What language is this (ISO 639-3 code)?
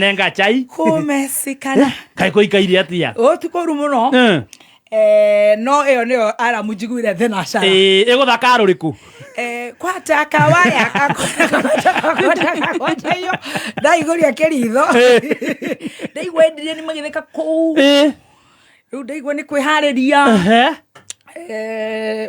kik